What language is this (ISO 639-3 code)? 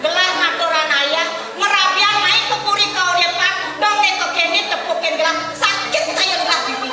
ban